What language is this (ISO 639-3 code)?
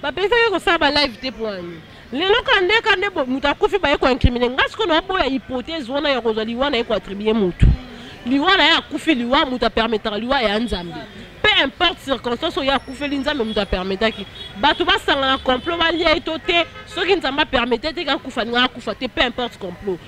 lin